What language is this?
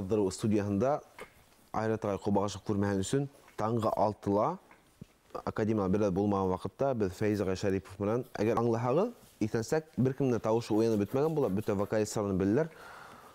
Bashkir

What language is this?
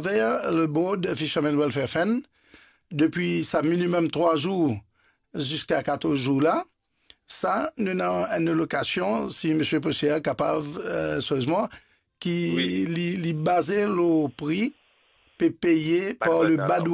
Morisyen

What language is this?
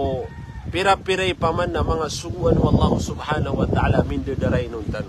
Maranao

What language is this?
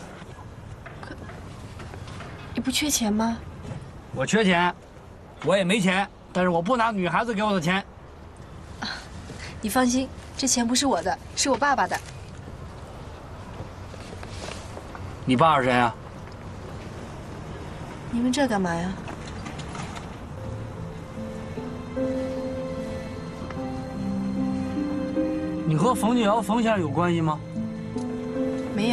Chinese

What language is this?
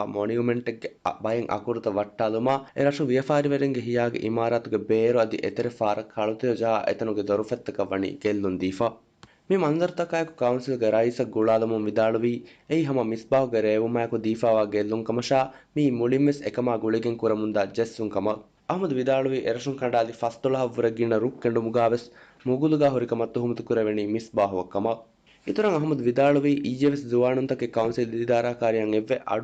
Divehi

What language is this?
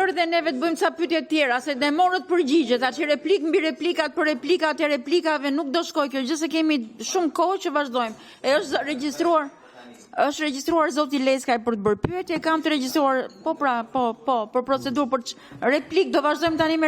Albanian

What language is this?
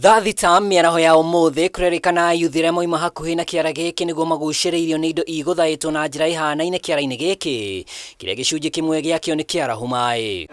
Kikuyu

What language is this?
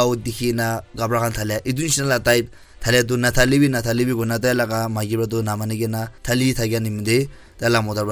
Naga Pidgin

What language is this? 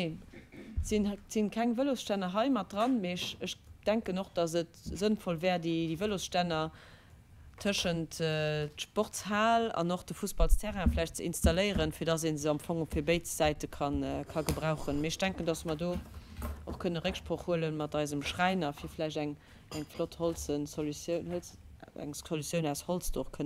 Luxembourgish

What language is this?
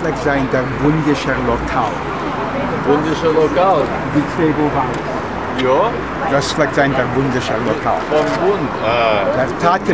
Yiddish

